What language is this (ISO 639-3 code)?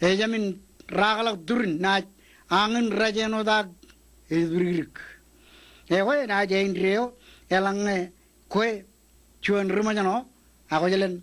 mah